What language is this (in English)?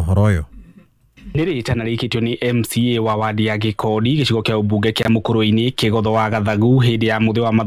Kikuyu